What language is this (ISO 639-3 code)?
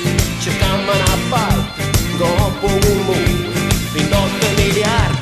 ita